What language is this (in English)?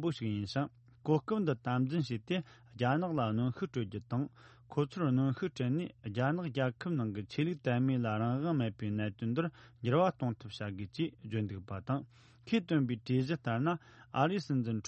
Tibetan